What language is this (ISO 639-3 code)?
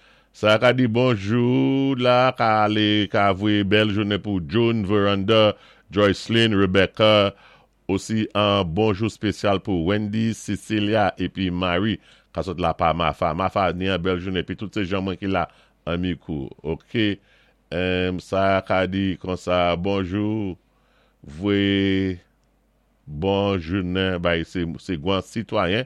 acf